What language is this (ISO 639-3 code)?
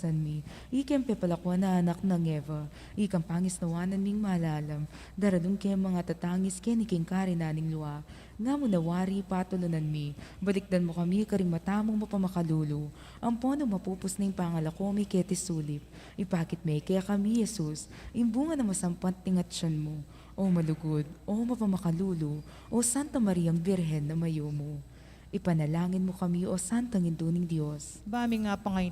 pam